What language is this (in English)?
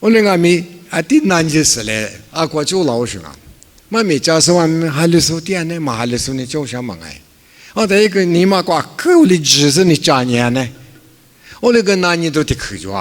Lisu